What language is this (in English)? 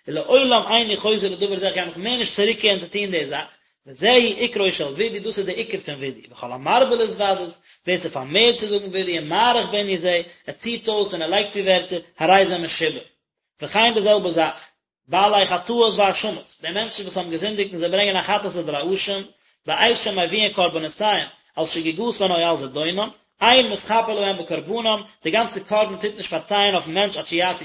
Yiddish